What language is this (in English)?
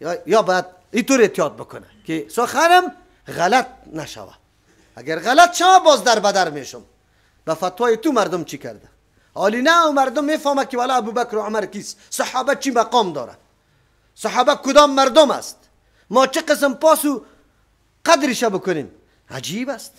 Persian